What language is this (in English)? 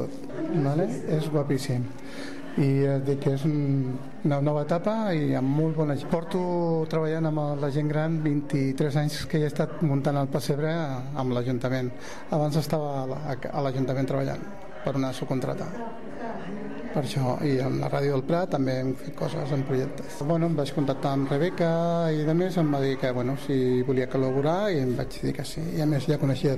Catalan